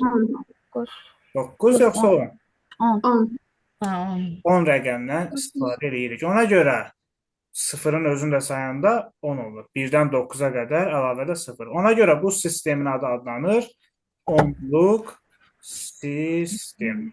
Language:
Azerbaijani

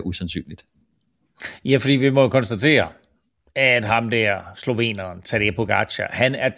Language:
Danish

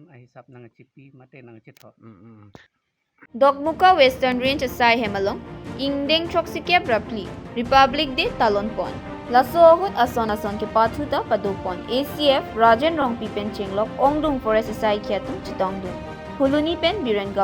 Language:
Karbi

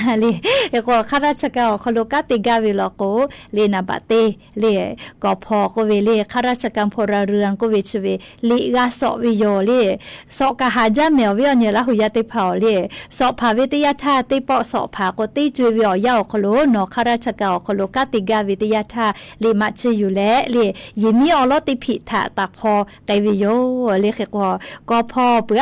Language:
Lahu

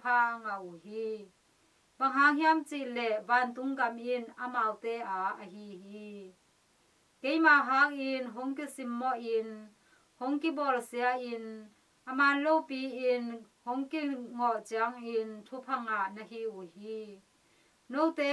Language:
Tedim Chin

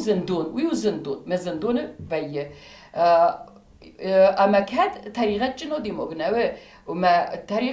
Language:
Ossetic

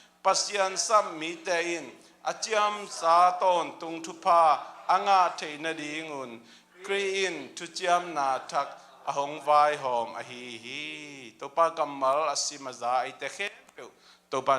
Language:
Tedim Chin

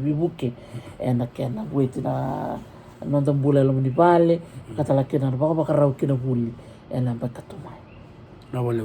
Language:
Fijian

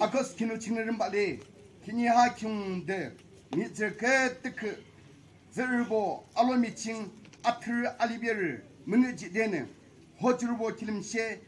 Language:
Naga Pidgin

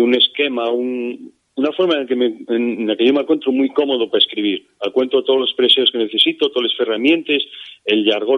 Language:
Asturian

